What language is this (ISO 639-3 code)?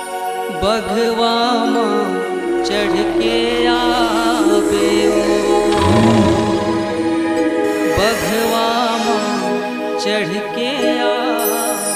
hne